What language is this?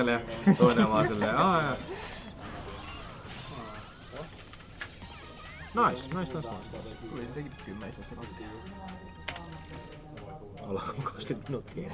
Finnish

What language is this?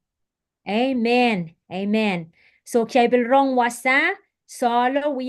Pohnpeian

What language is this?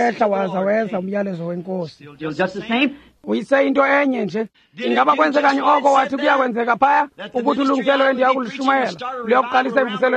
Xhosa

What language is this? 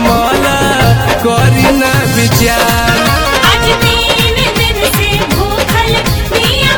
Bhojpuri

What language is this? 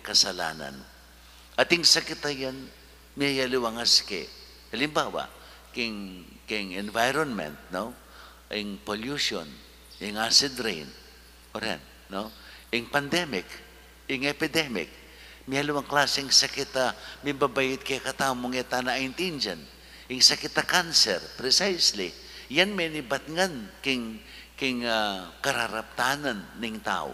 Pampanga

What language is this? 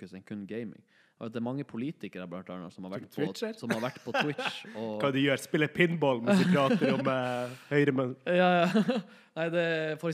Norwegian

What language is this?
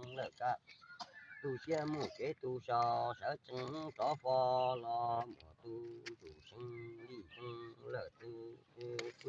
Hmong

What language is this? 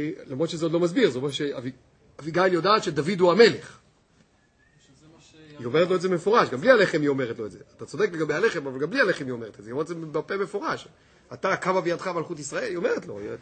Hebrew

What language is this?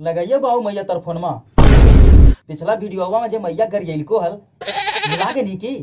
Magahi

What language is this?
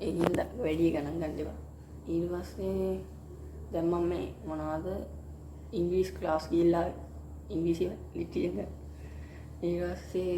Sinhala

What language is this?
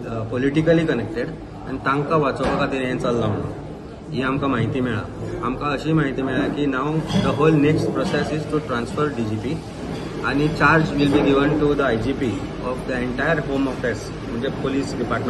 Konkani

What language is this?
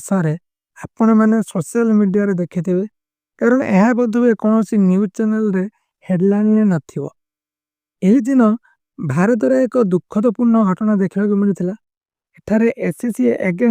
Odia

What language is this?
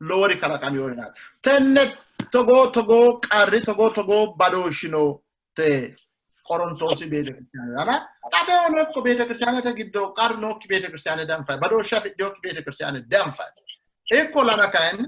Sidamo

